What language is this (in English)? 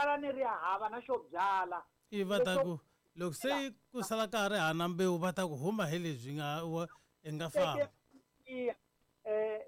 Tsonga